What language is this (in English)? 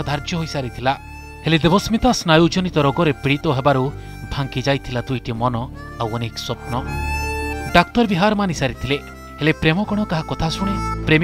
Odia